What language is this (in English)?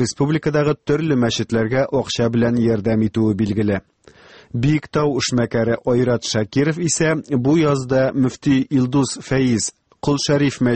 Tatar